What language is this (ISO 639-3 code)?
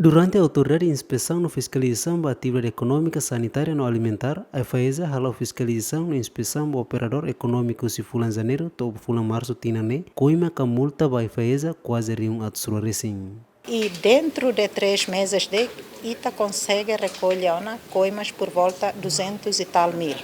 tet